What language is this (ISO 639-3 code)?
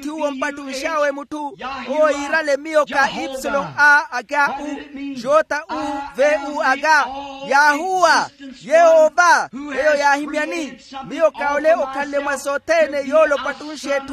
vmw